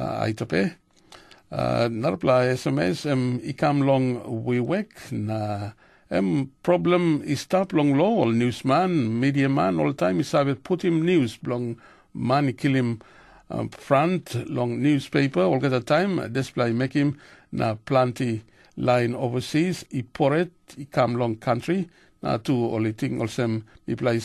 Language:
Tok Pisin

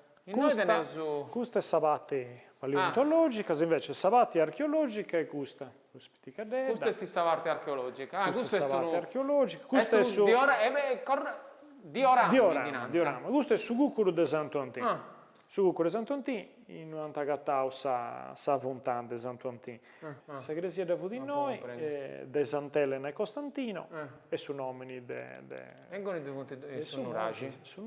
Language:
Sardinian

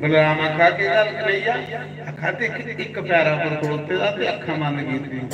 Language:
Dogri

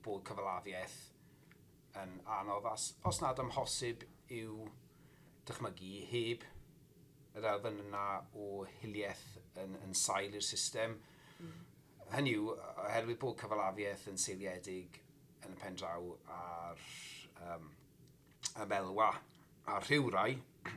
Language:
Welsh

